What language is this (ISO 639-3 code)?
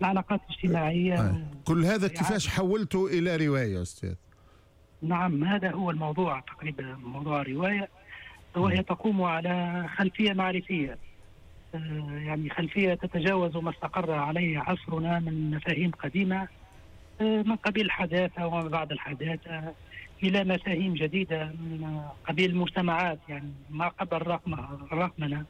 aeb